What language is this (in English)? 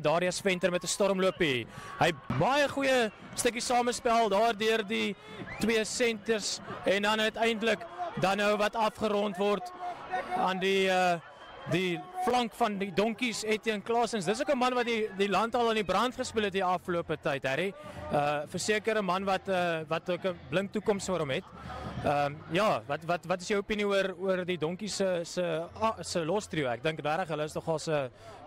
Afrikaans